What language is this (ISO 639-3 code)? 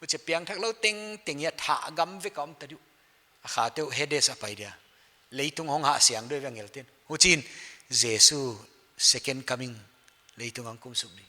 pck